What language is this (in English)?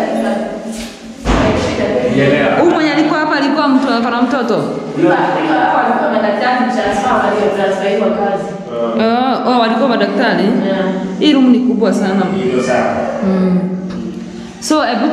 Swahili